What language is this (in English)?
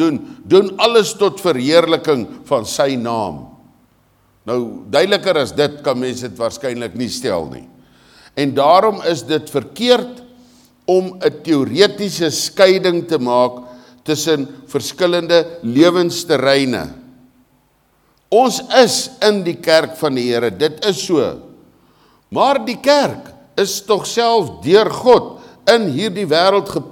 Afrikaans